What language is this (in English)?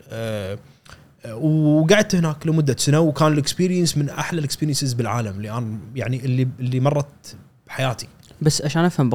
Gulf Arabic